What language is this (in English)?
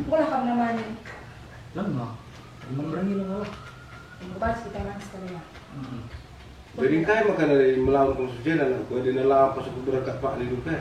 Batak Karo